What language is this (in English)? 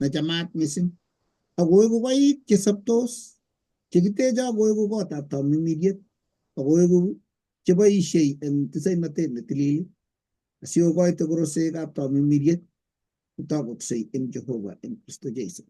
Kalenjin